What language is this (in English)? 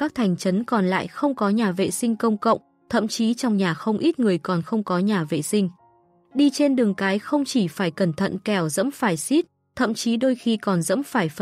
Vietnamese